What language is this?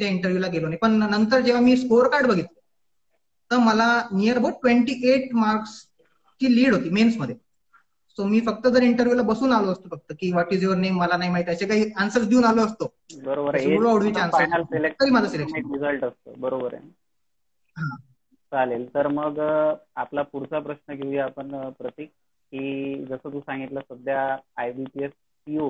Marathi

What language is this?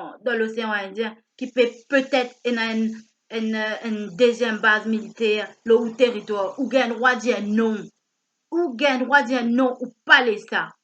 Morisyen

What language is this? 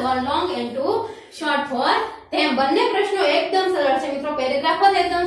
Gujarati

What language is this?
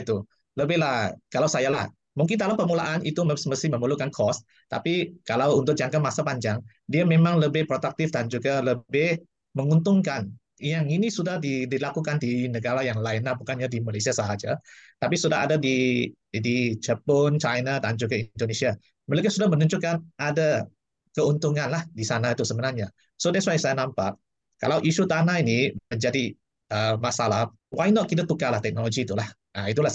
Malay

